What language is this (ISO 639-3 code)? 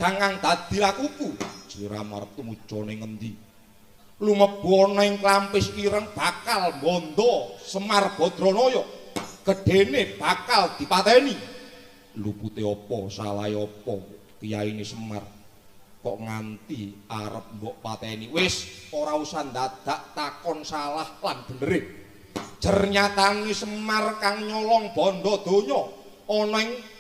jav